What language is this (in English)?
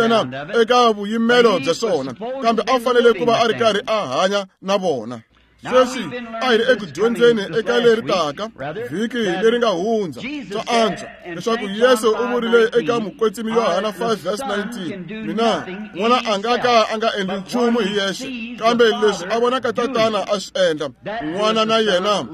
Tsonga